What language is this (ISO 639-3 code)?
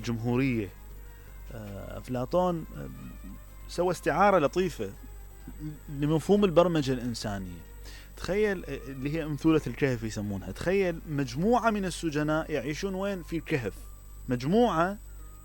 acm